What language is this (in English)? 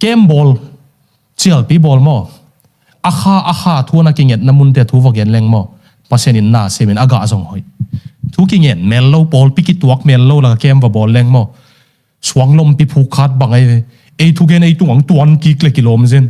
Tedim Chin